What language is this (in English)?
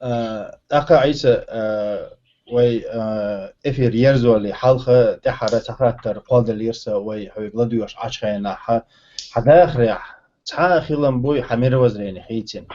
Chechen